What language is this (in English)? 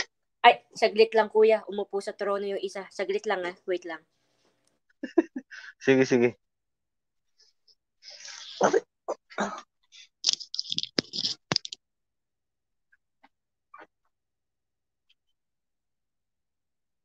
Filipino